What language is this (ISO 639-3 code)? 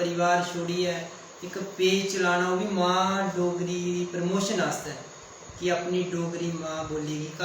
doi